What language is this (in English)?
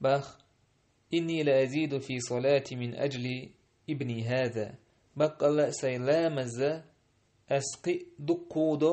Chechen